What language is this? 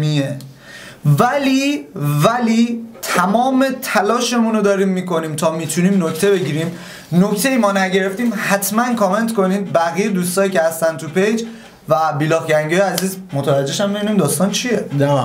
Persian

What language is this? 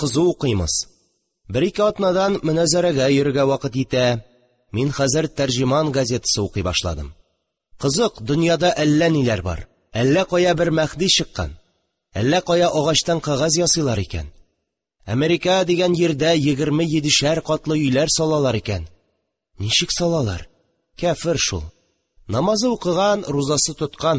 Tatar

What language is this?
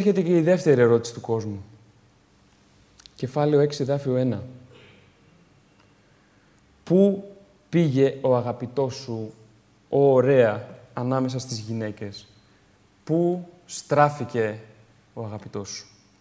Greek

